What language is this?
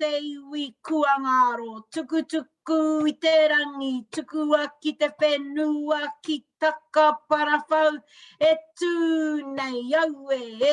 Māori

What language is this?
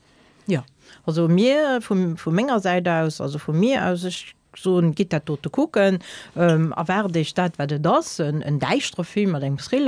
Luxembourgish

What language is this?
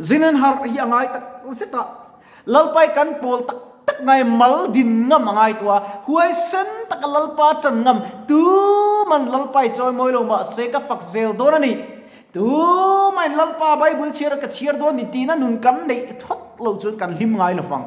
Mizo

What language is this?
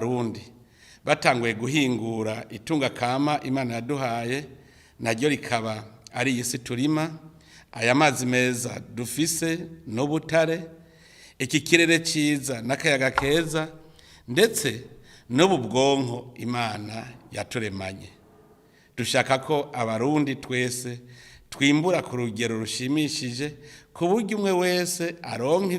Rundi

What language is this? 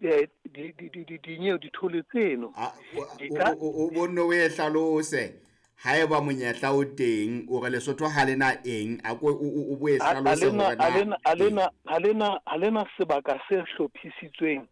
Southern Sotho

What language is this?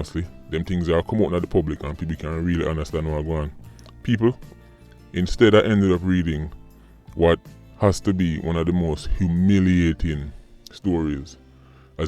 Jamaican Creole English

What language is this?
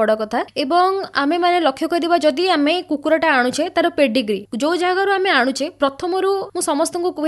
Odia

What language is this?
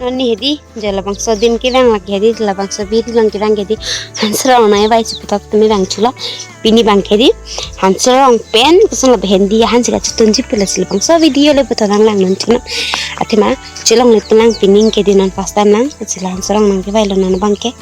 Karbi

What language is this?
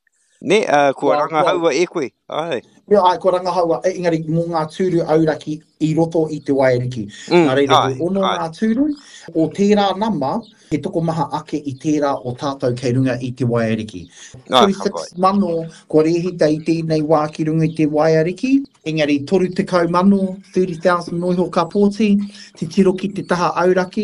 Māori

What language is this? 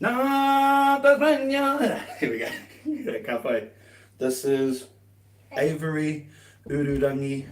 Māori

